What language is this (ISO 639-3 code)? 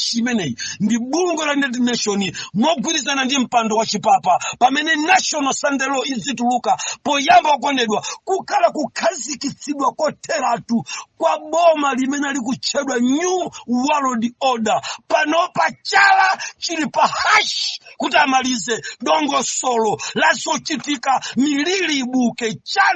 nya